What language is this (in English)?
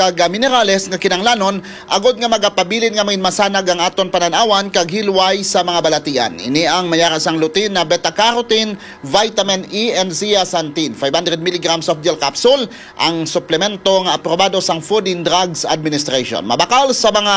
Hiligaynon